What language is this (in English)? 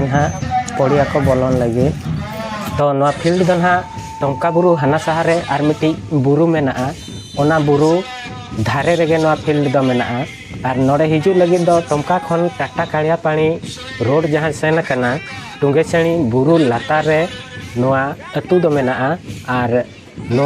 Santali